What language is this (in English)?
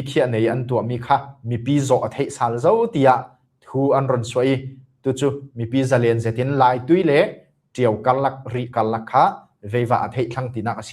Falam Chin